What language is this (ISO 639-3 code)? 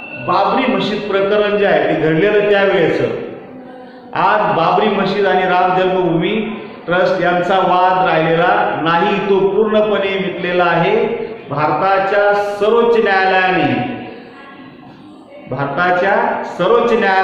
mar